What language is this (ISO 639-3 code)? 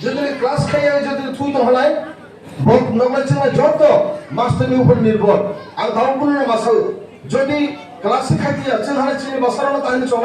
trp